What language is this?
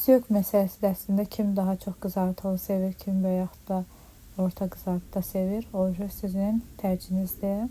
Azerbaijani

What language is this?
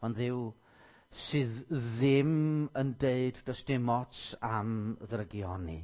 Welsh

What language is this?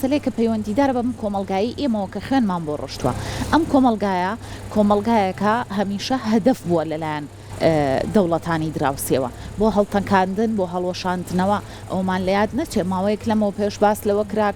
Central Kurdish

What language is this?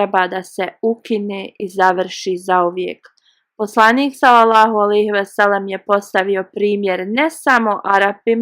Bosnian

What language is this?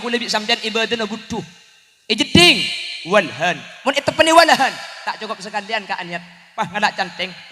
Madurese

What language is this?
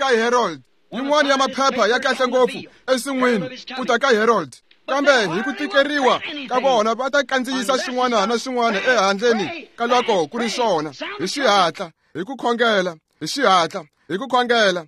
Tsonga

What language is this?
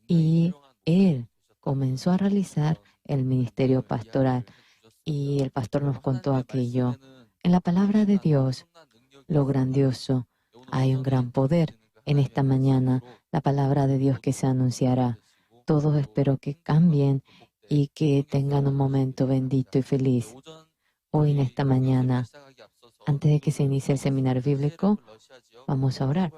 Aymara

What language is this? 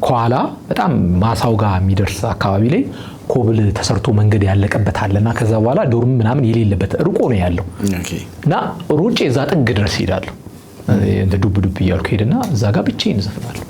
Amharic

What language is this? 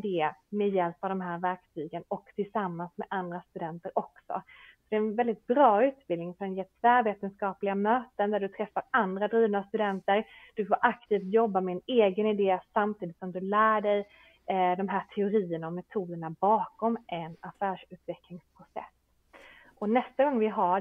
Swedish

